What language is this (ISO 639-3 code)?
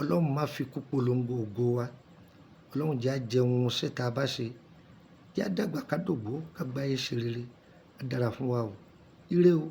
yor